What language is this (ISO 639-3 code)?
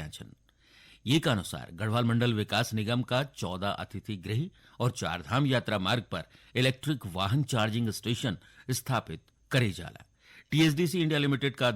gbm